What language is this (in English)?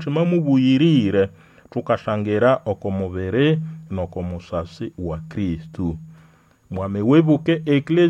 Nande